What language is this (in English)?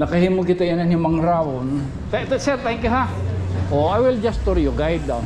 Waray